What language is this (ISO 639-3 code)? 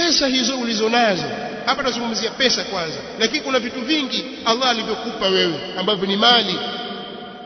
swa